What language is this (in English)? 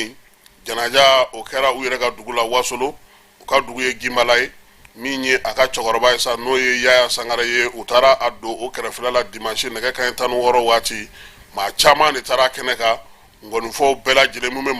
Bambara